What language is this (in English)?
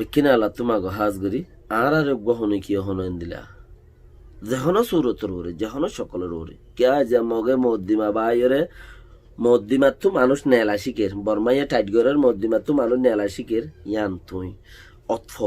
Rohingya